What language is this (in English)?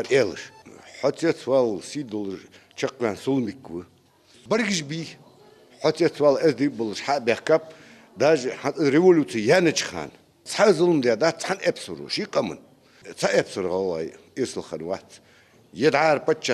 Ingush